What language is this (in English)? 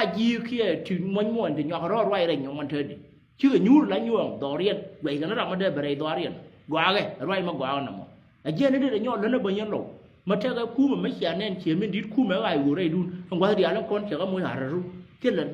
Nuer